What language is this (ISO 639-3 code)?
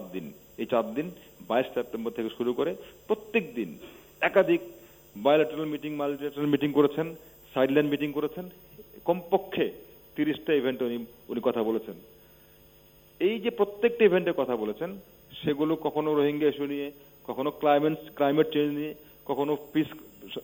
ben